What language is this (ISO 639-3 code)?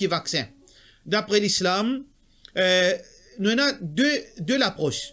mfe